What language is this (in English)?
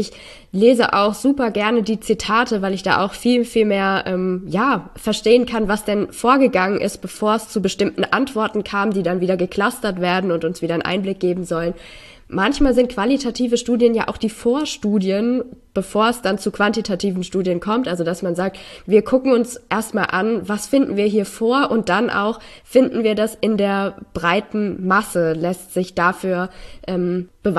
German